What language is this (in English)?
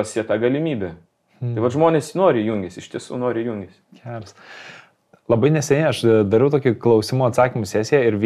Lithuanian